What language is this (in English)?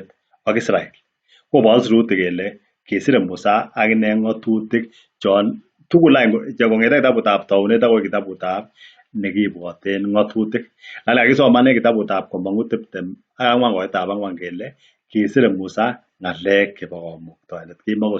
Kalenjin